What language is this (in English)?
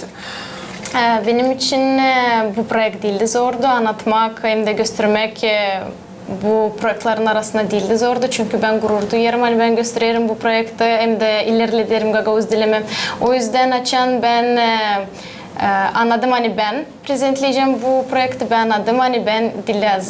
Gagauz